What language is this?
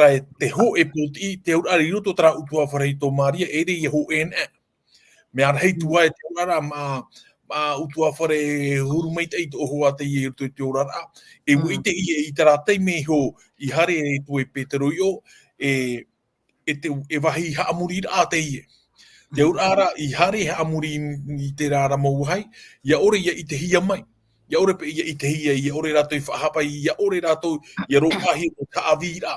Tahitian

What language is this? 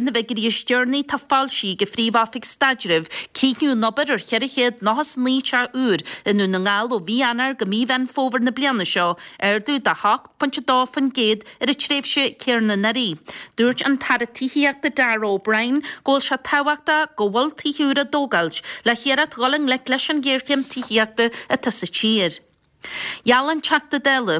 Irish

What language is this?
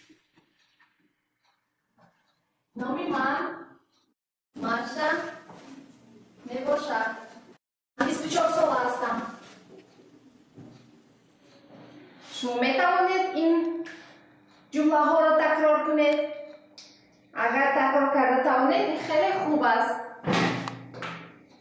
Persian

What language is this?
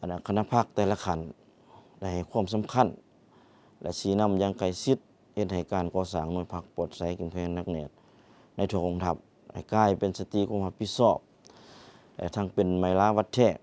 Lao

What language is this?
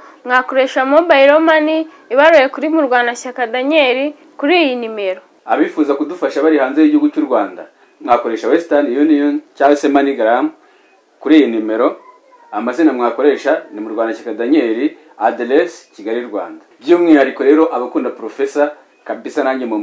Kinyarwanda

